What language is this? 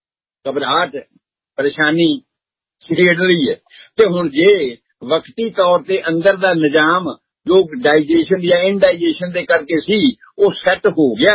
Punjabi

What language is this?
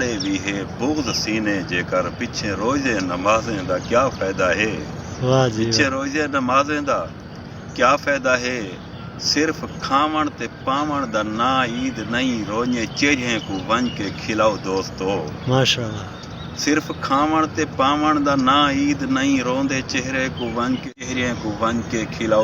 Saraiki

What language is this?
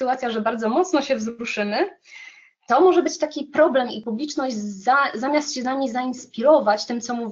Polish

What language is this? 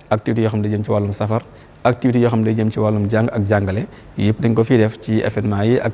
Wolof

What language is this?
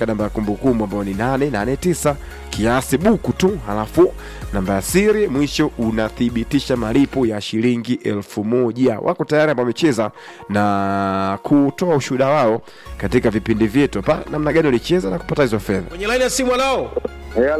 Swahili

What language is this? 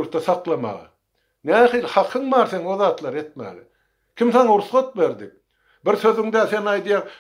Turkmen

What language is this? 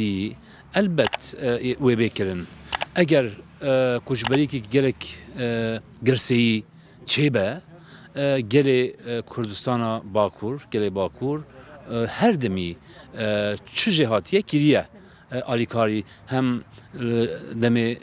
Kurdish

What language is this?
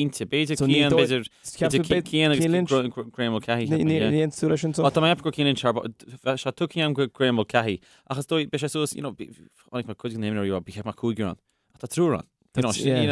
Irish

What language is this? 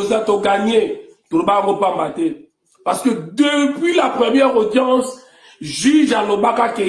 Lingala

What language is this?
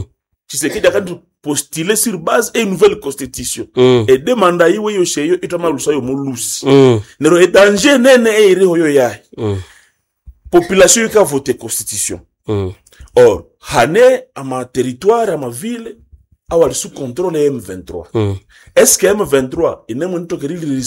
Swahili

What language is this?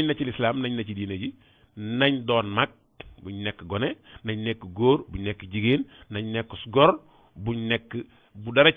Wolof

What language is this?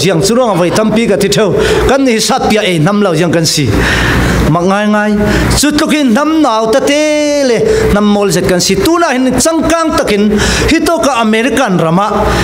Falam Chin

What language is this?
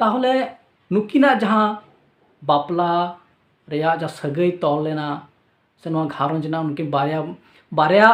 Santali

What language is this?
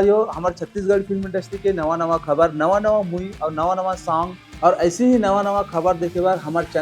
Chhattisgarhi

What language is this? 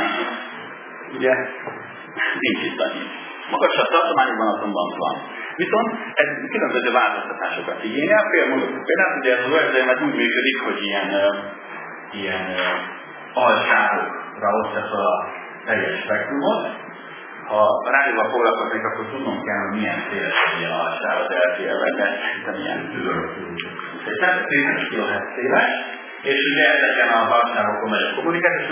Hungarian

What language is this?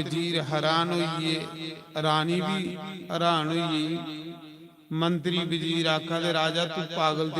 Dogri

